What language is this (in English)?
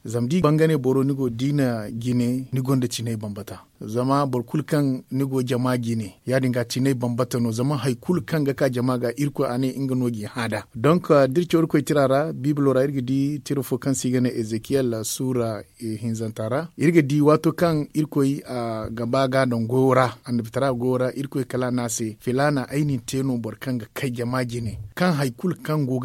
Zarma